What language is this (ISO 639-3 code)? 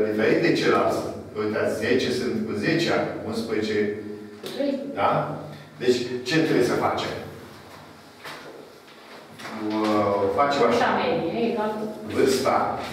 ron